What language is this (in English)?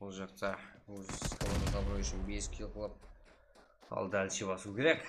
Kara-Kalpak